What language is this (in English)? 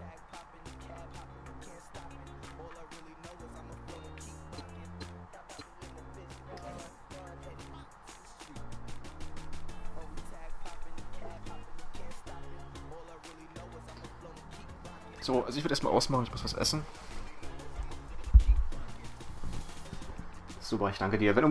German